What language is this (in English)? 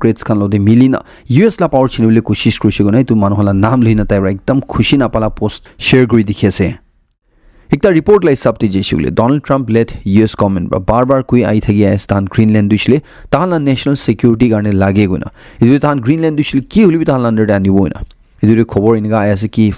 Naga Pidgin